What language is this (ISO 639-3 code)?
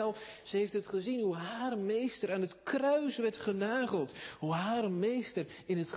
nld